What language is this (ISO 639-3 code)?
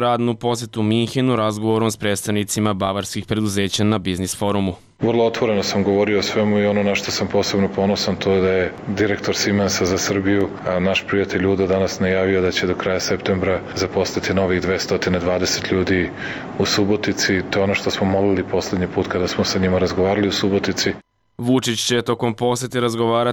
srp